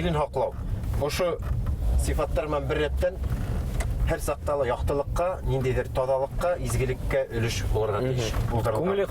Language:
Bashkir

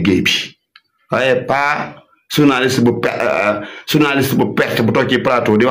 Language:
Wolof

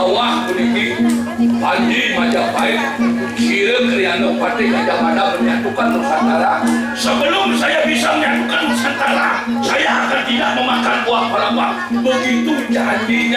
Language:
Balinese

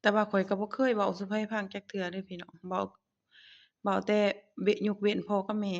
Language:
Lao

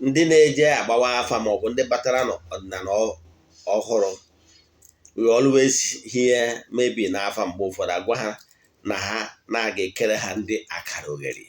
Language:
Igbo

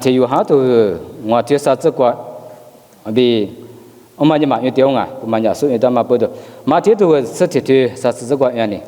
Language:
Lisu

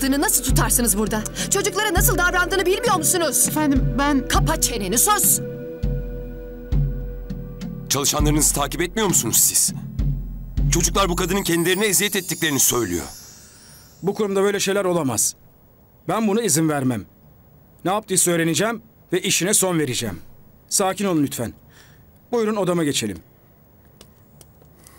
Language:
Turkish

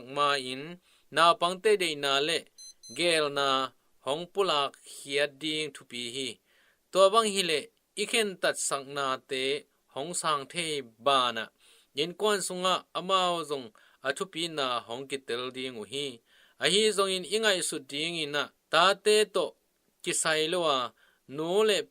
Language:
Tedim Chin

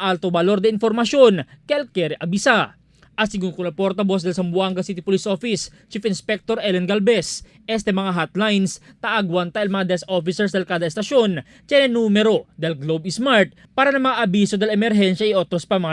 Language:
Chavacano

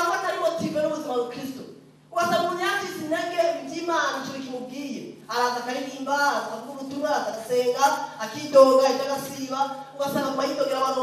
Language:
Rundi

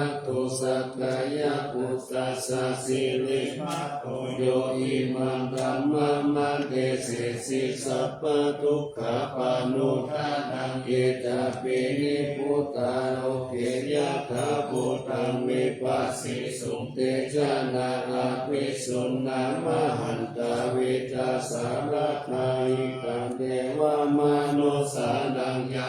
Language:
Pali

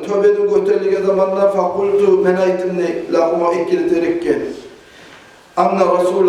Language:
Kumyk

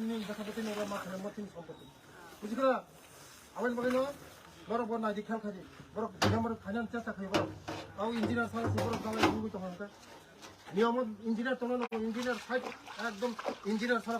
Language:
Kok Borok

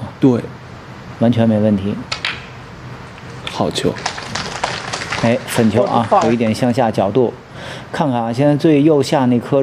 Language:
Chinese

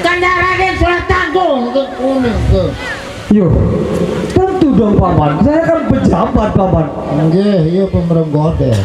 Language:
Sasak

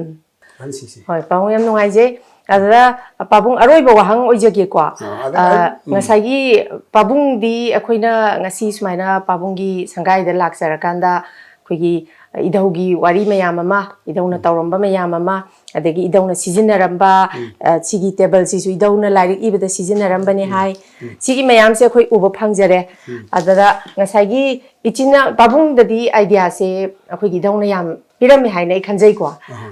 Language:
Manipuri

